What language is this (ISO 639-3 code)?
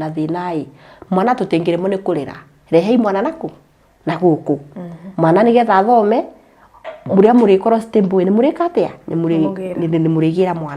kik